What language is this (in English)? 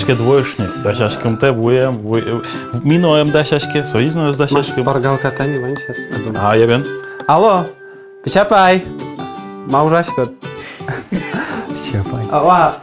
Udmurt